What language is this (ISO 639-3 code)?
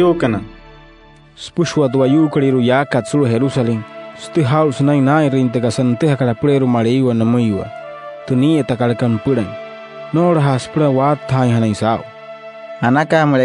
guc